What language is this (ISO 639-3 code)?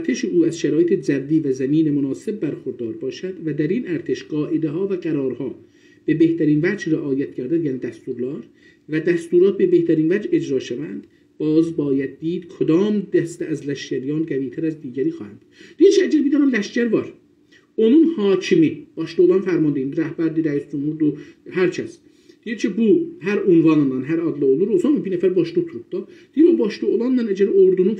azb